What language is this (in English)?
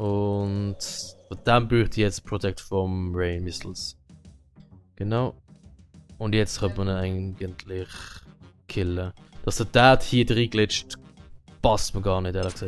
Swiss German